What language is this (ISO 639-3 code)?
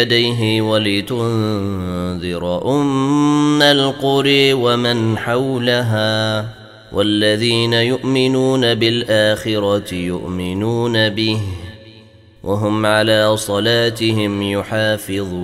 ara